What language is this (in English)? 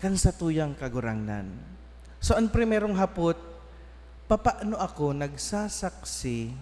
Bikol